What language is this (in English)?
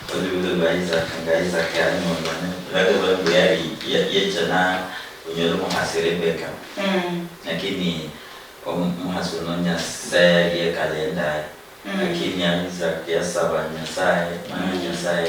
Luyia